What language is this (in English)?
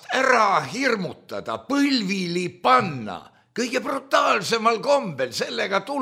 Estonian